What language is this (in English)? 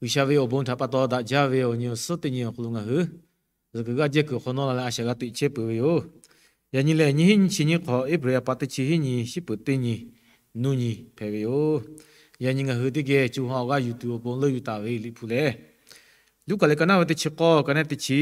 Lahu